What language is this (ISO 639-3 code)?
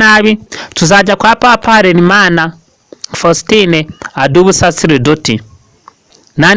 kin